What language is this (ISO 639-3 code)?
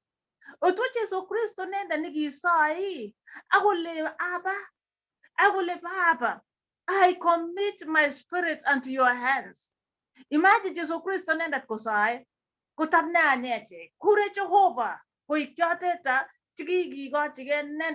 kln